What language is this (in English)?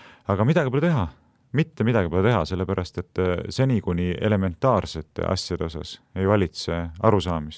Estonian